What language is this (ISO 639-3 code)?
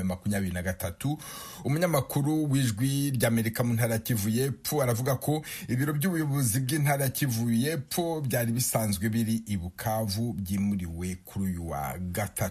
kin